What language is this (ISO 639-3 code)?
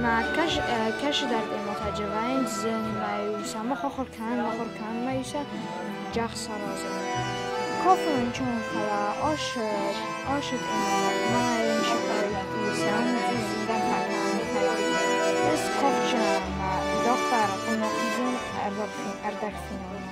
oss